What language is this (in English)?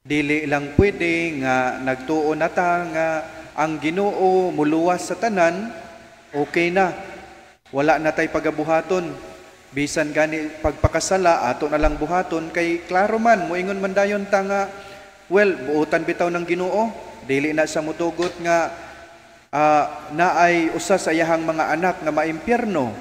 Cebuano